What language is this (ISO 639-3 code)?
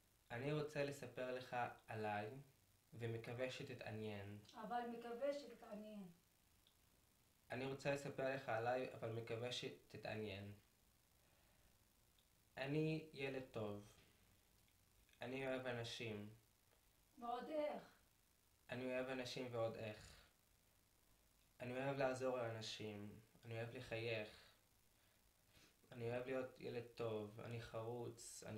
heb